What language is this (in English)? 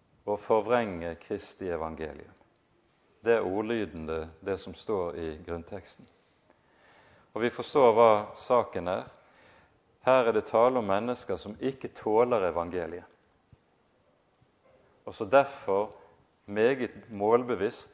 Norwegian